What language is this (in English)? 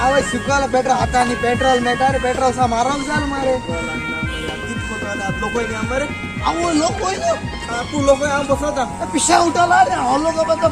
Konkani